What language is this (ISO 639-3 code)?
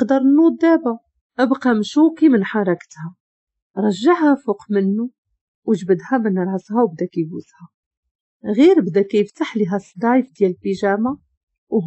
ary